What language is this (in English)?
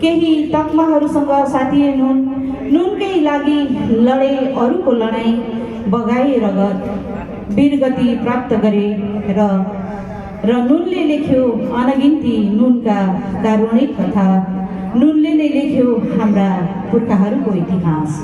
Nepali